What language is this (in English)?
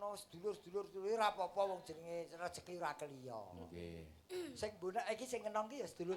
Javanese